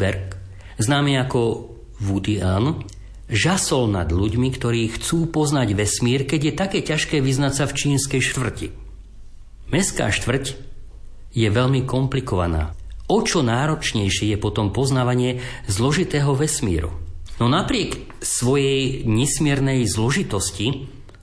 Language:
Slovak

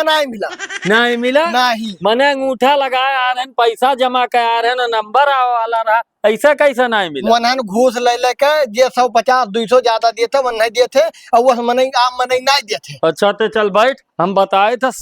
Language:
Awadhi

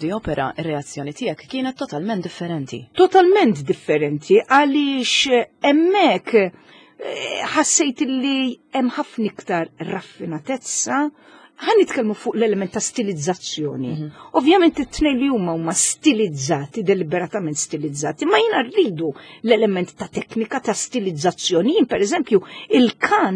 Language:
Maltese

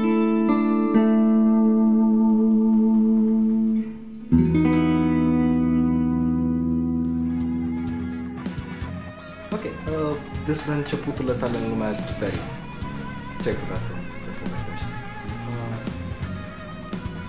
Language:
Romanian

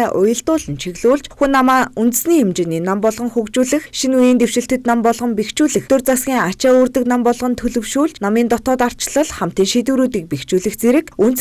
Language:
Mongolian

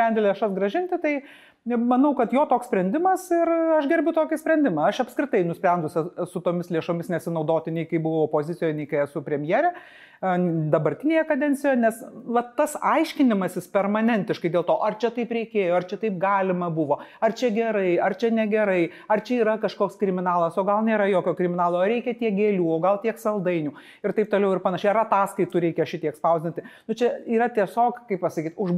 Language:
Lithuanian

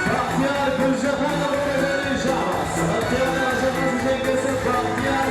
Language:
Kara-Kalpak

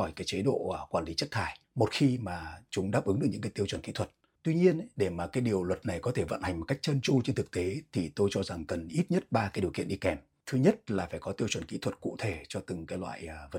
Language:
Vietnamese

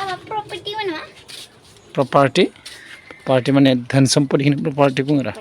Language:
Bodo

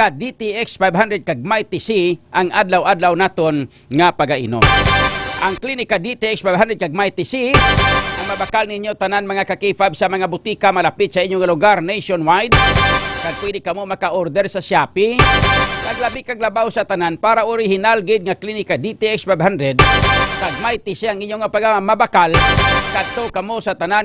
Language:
Hiligaynon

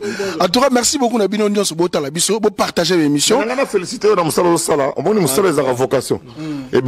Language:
Lingala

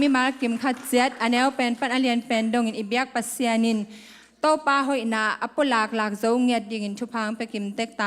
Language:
Tedim Chin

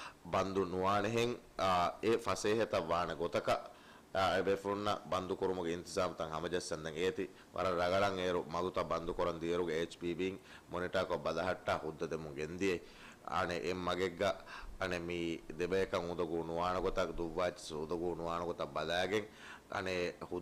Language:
Divehi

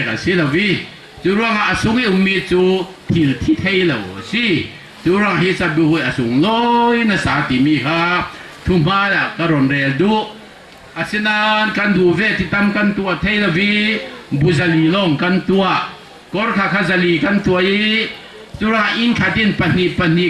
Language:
Falam Chin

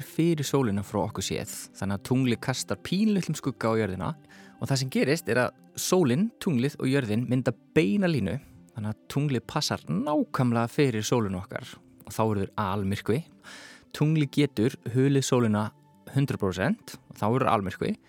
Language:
Icelandic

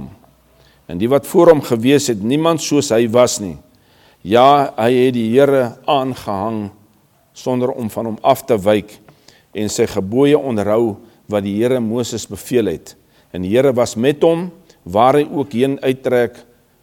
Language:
Afrikaans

